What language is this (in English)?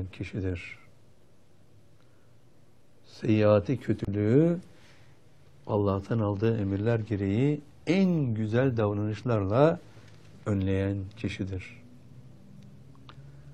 Turkish